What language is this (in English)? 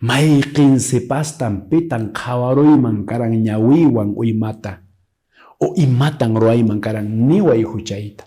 Quechua